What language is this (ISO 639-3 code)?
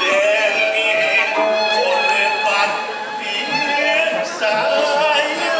ban